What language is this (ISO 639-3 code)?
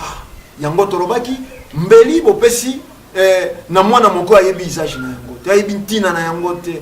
lin